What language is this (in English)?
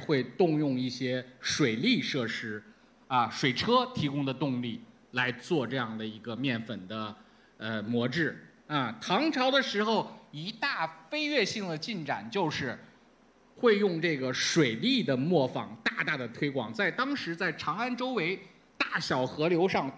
Chinese